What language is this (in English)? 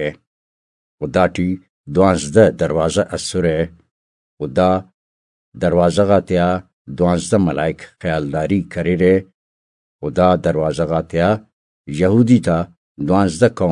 Brahui